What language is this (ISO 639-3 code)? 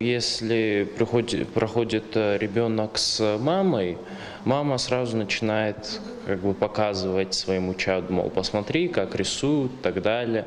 oss